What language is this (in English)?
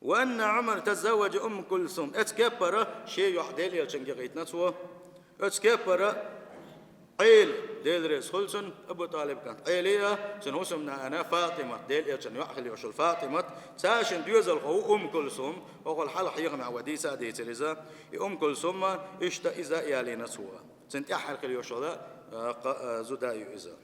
Chechen